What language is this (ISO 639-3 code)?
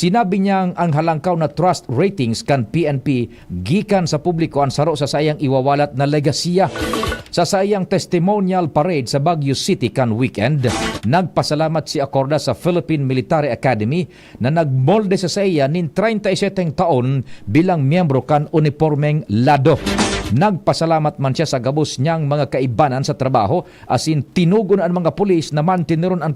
bik